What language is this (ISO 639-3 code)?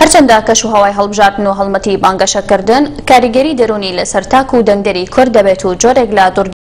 ckb